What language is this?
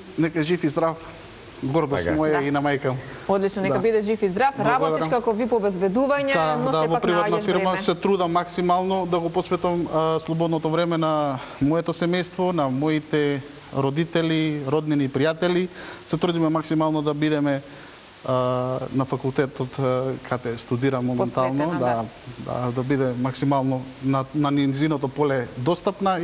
Macedonian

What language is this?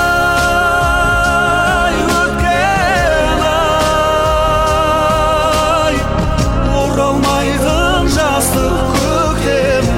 Kazakh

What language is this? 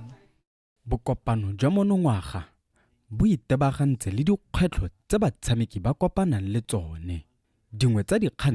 Tswana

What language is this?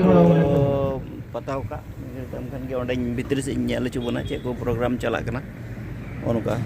Santali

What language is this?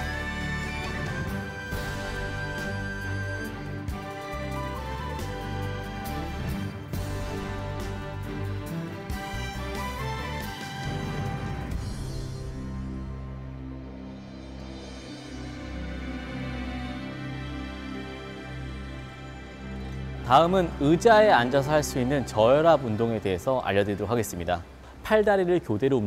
Korean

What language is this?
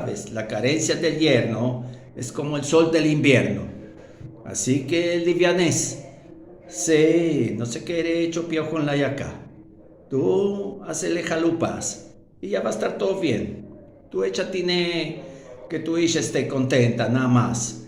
Ladino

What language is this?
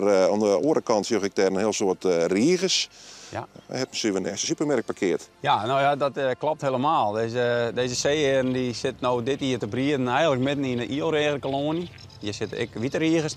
Western Frisian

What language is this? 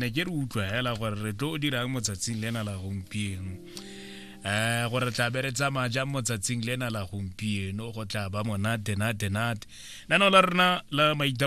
Tswana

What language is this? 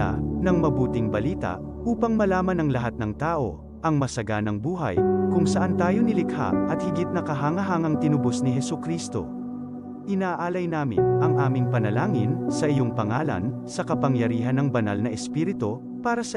Bikol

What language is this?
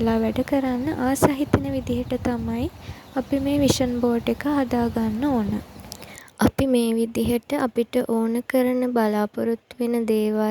Sinhala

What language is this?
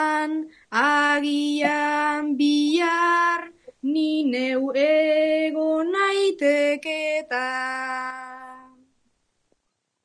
Basque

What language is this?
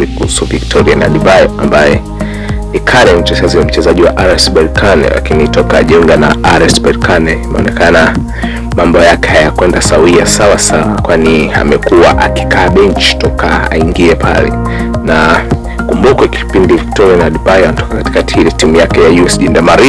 Swahili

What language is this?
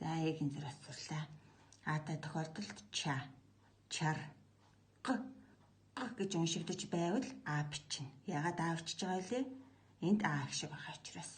Mongolian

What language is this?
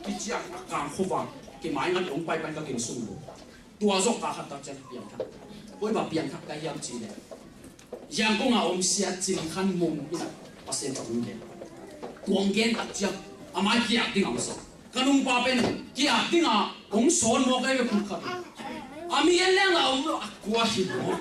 Tedim Chin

